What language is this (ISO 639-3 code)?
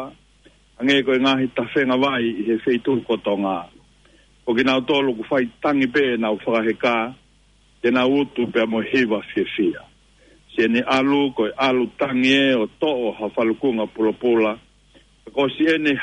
ton